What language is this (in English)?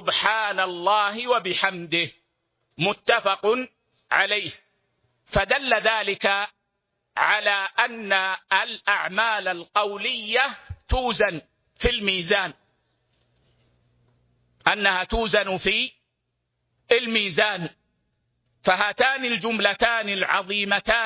Arabic